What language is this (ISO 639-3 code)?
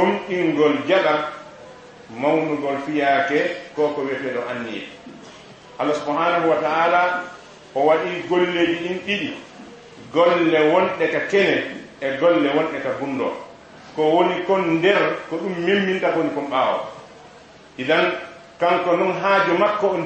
ful